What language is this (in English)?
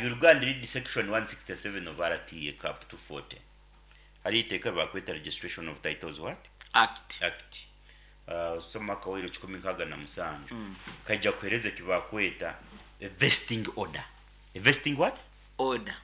Nyankole